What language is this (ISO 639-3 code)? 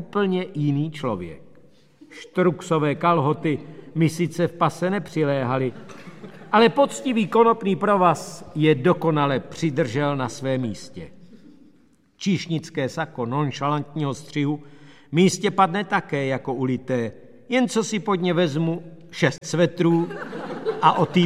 ces